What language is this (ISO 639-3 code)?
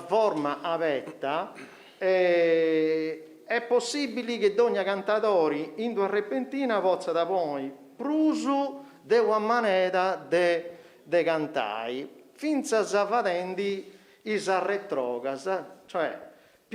srd